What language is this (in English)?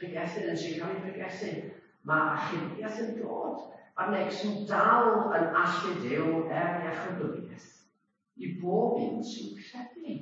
Welsh